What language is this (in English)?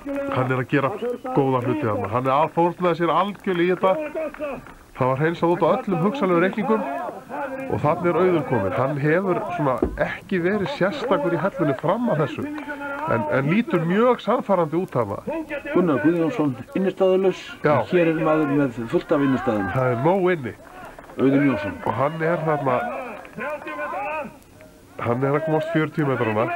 Icelandic